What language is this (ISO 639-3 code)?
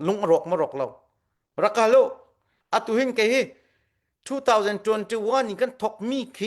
cnh